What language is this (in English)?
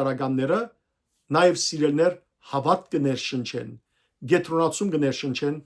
Western Armenian